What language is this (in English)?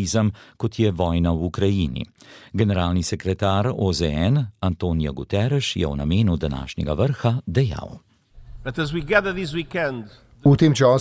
Slovenian